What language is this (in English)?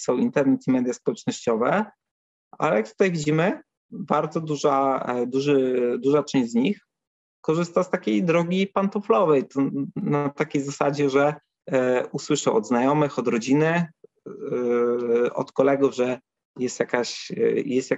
Polish